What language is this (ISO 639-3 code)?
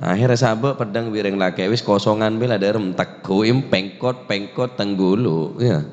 mad